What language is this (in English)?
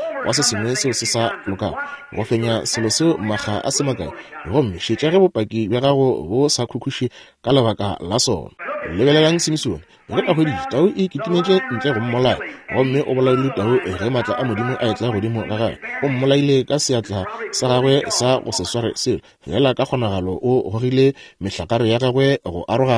Northern Sotho